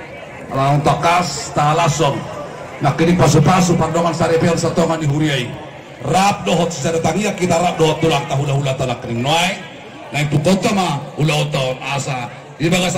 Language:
Batak Toba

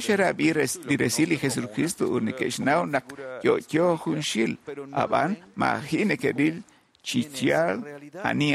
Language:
Kekchí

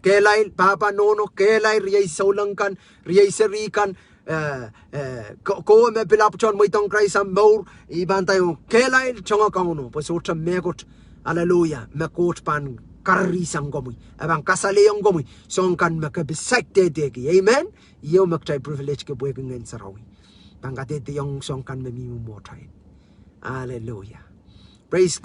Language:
Pohnpeian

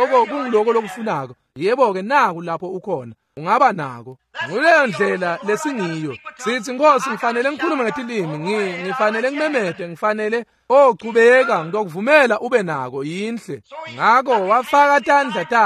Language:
Swati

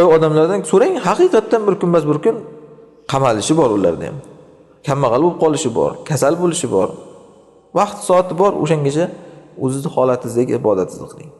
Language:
Uzbek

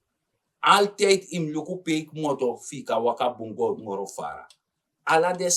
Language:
Sranan Tongo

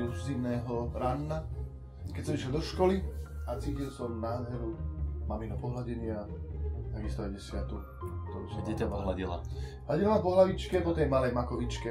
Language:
Slovak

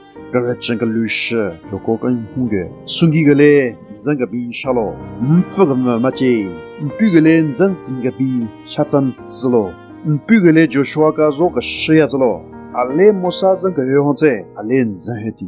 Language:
Southern Rengma Naga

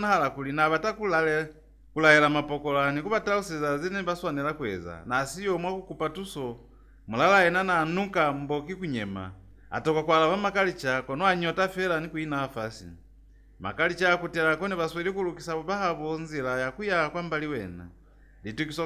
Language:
Lozi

